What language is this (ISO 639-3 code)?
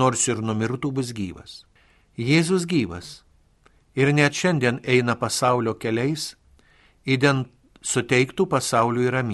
lit